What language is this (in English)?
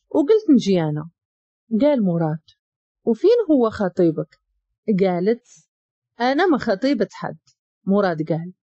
Moroccan Arabic